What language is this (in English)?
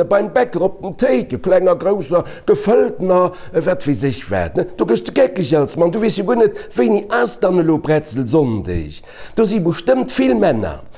Luxembourgish